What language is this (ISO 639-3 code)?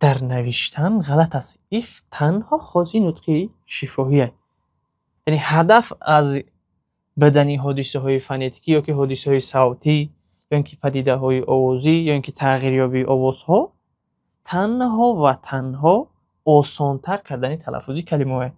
tgk